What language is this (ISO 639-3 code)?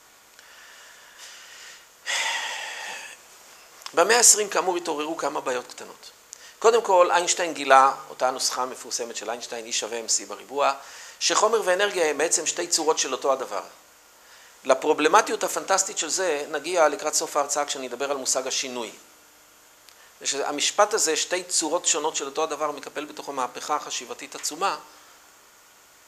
heb